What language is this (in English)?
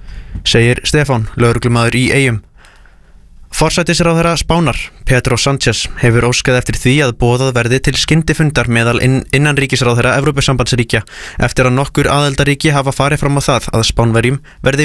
Icelandic